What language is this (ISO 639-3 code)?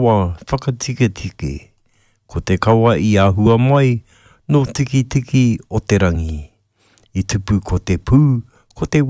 mri